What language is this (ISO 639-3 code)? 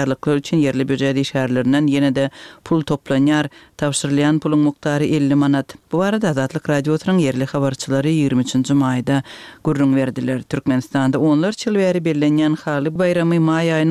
tuk